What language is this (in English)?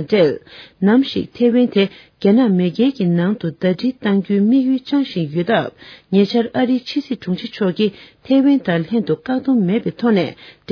Tibetan